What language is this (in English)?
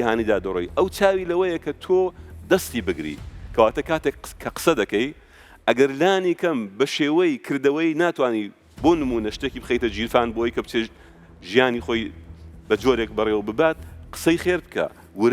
Central Kurdish